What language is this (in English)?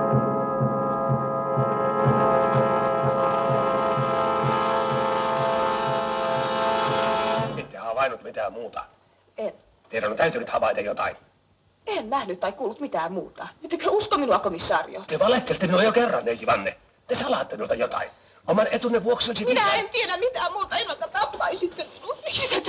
Finnish